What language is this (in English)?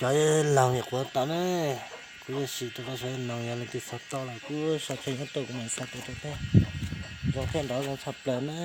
Hmong